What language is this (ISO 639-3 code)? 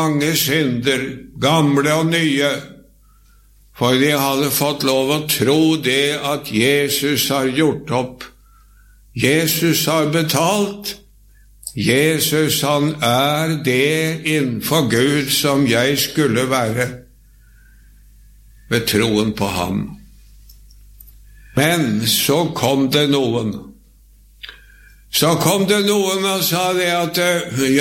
nor